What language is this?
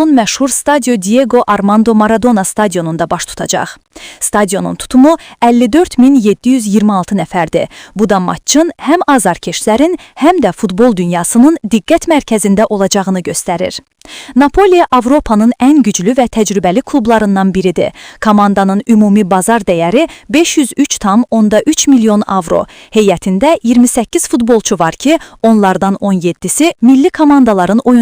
Azerbaijani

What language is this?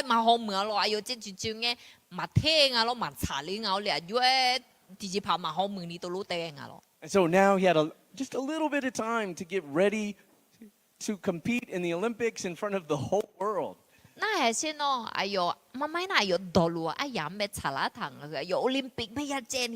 Akha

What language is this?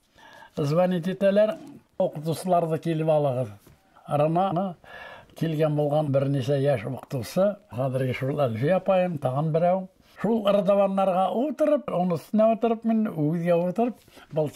Bashkir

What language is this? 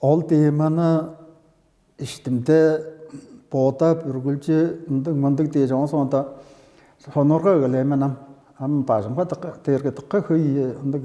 Tuvinian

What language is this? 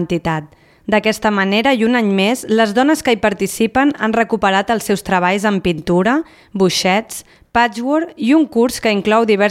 Catalan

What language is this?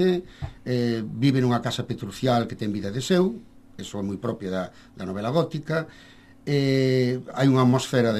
Galician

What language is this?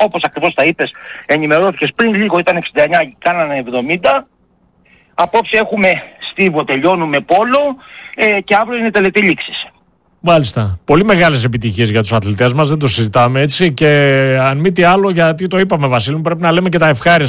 Greek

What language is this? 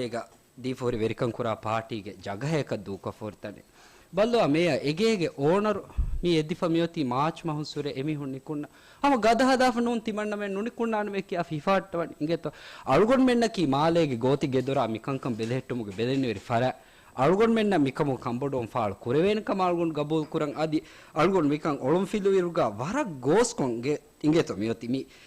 Divehi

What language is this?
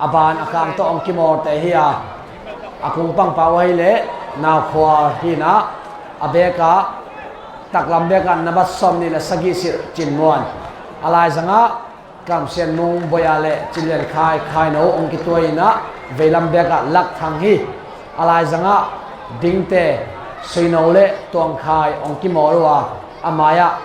Tedim Chin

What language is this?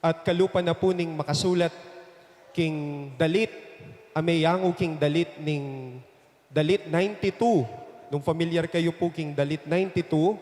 Pampanga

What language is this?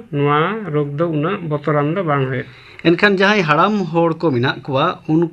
Santali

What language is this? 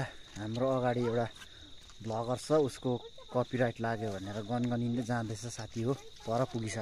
Nepali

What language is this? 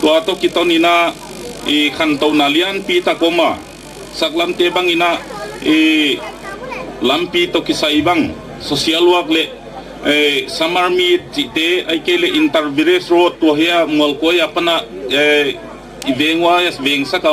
Gangte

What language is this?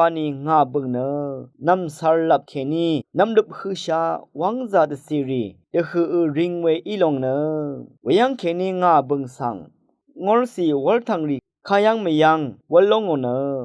Rawang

